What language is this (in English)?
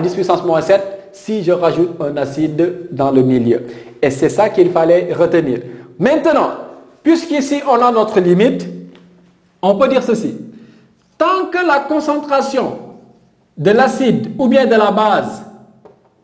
French